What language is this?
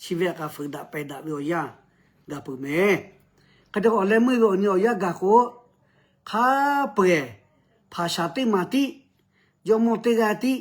Lahu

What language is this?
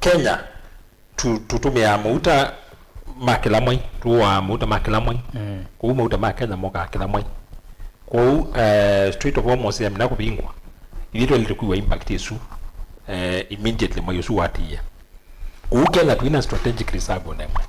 Kamba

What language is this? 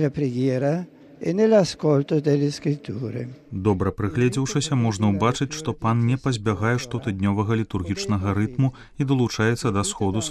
Belarusian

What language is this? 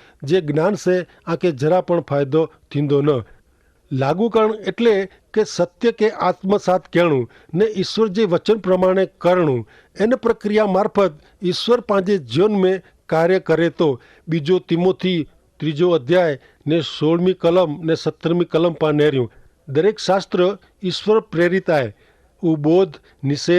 Kachhi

